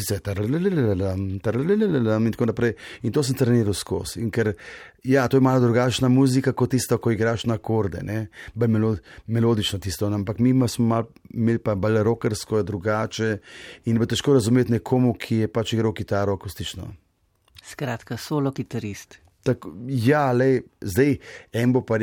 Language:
Slovenian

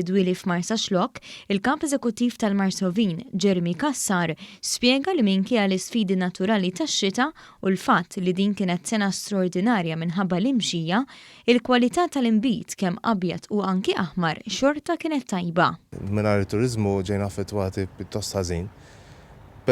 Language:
Maltese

